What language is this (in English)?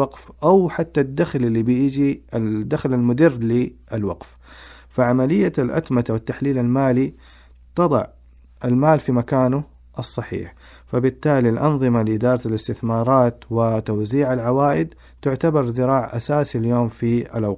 Najdi Arabic